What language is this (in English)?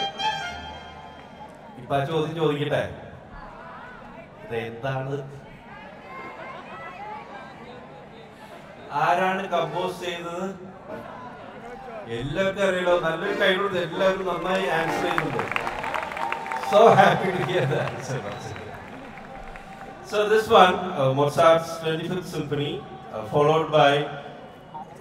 Malayalam